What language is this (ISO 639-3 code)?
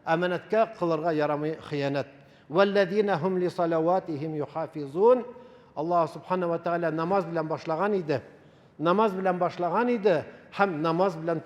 tat